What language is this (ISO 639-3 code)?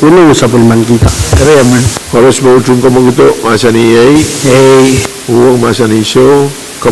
pon